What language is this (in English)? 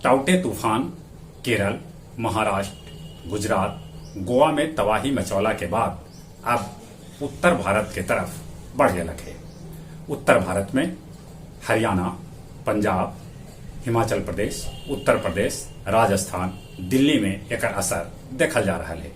Magahi